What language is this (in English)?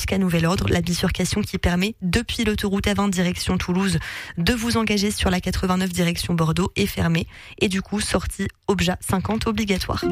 French